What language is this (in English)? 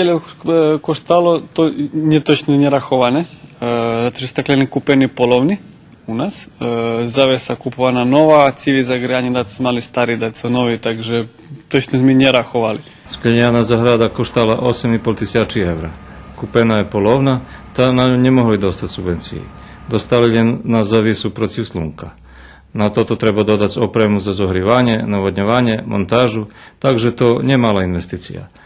Rusyn